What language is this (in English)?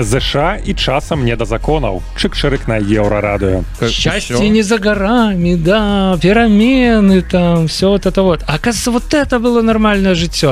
Belarusian